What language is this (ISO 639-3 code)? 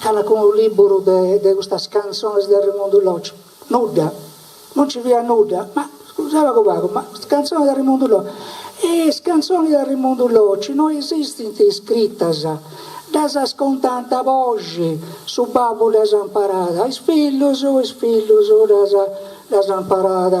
srd